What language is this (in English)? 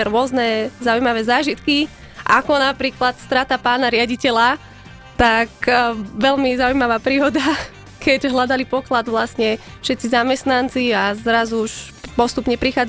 Slovak